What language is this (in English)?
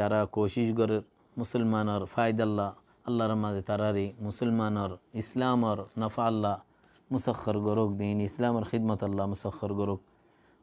Rohingya